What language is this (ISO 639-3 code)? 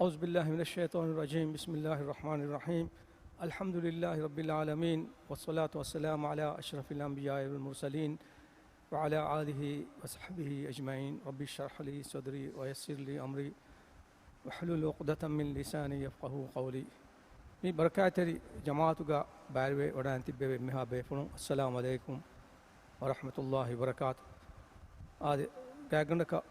div